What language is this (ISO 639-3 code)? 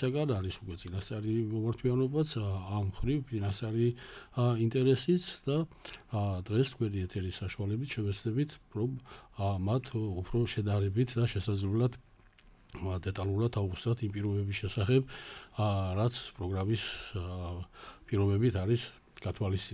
kat